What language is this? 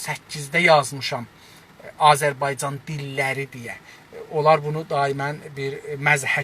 South Azerbaijani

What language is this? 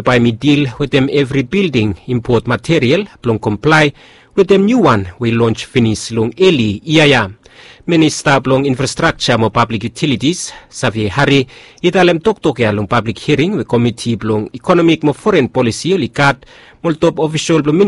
Bislama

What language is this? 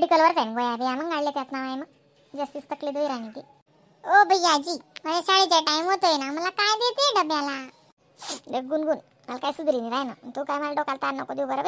Khandesi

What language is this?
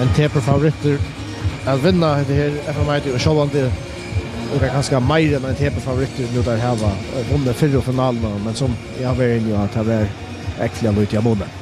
Faroese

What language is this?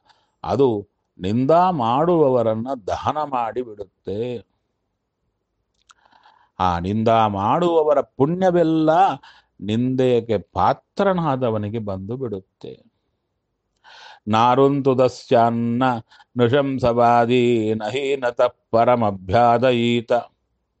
Kannada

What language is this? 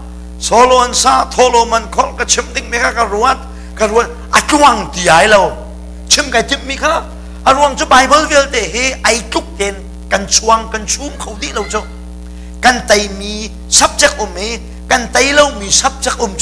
Hakha Chin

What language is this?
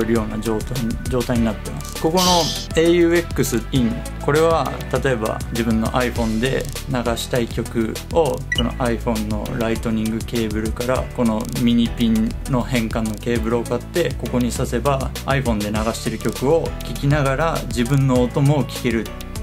Japanese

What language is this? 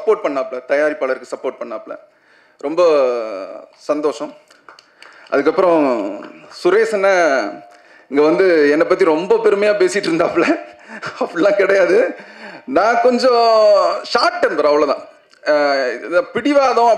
Tamil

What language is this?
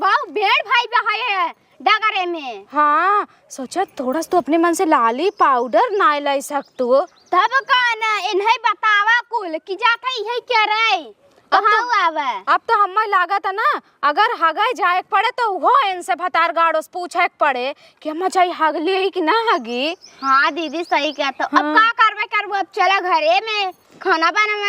Awadhi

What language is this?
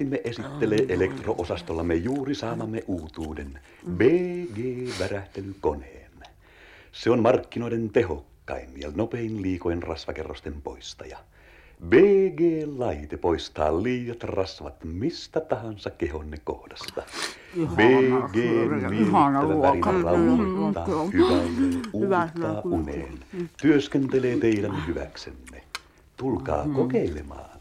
Finnish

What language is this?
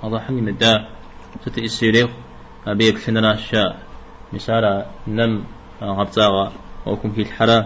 Kabardian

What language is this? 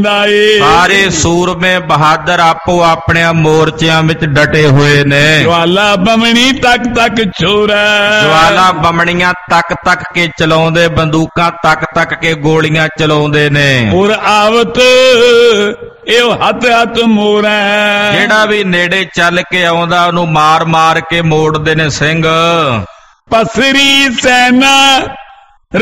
Punjabi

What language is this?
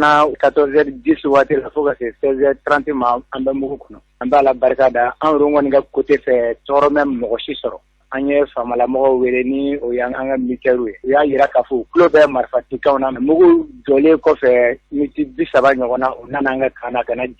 Bambara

